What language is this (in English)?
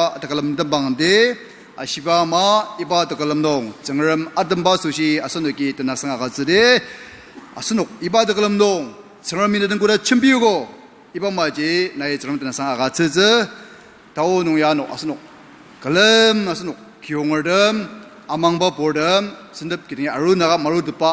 Ao Naga